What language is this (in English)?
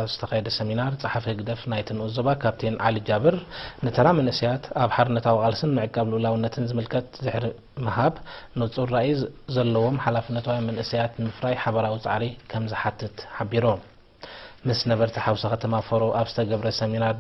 Tigrinya